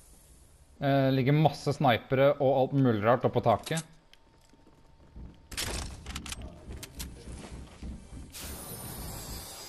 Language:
Norwegian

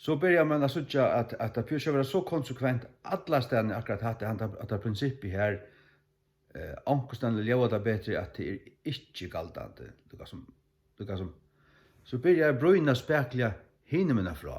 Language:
Faroese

